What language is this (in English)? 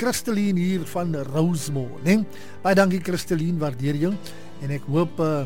Afrikaans